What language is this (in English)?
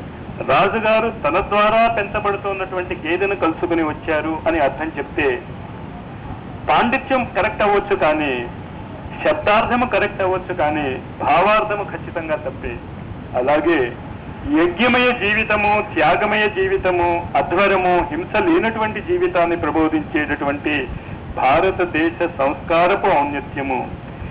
Telugu